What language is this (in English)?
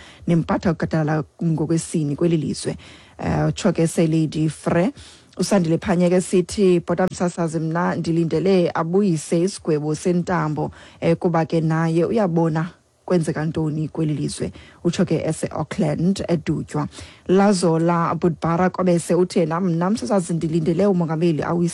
Xhosa